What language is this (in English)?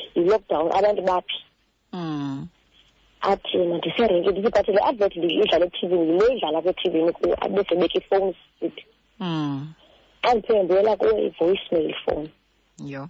Xhosa